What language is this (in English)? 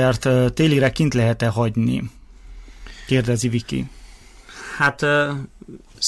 Hungarian